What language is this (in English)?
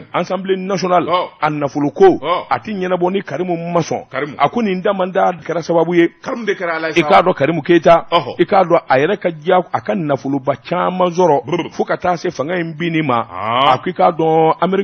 Bambara